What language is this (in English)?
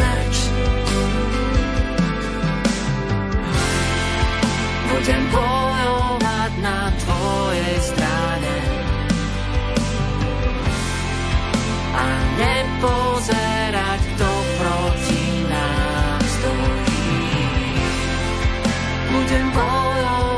Slovak